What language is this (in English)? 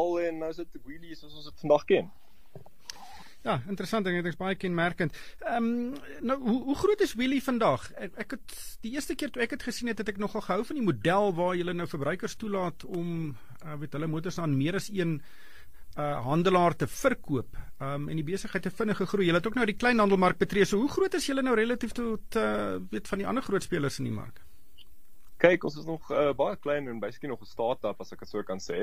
Afrikaans